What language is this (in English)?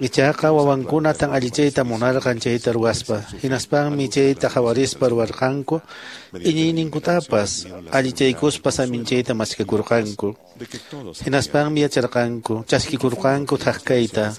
Quechua